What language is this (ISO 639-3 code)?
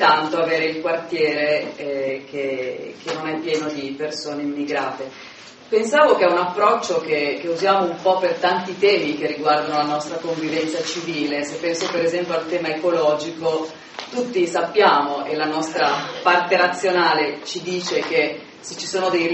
ita